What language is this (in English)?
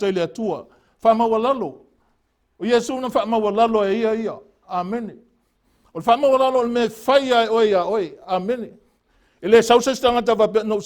Samoan